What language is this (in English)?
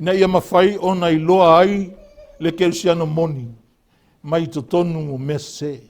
Samoan